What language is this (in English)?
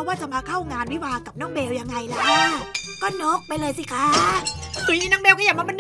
Thai